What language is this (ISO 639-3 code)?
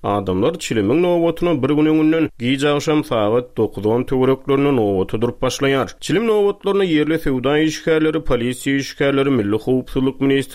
tuk